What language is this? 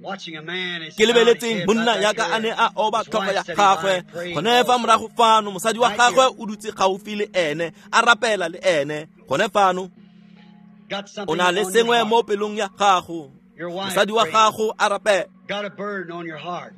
Tswana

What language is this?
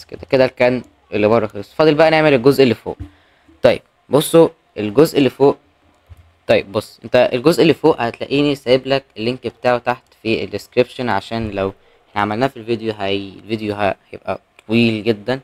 Egyptian Arabic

